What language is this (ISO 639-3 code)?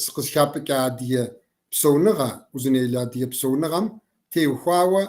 kbd